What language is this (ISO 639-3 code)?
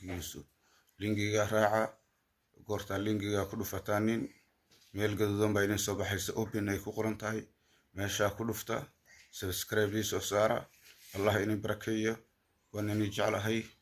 som